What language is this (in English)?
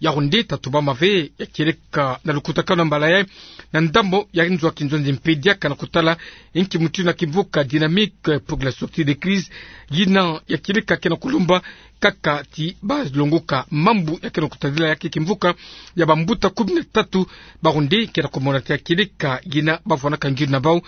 Kituba (Democratic Republic of Congo)